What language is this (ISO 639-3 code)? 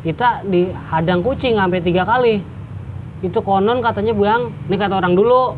bew